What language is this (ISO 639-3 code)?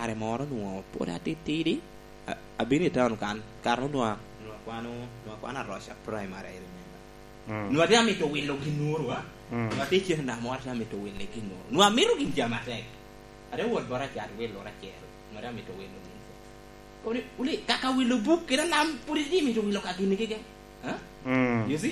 laj